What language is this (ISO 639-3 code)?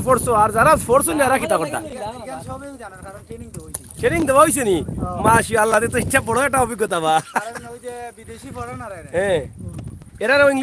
syl